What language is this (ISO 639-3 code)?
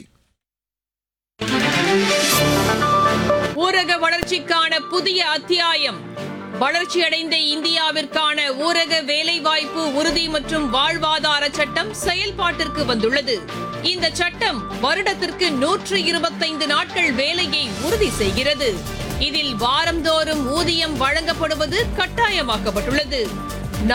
tam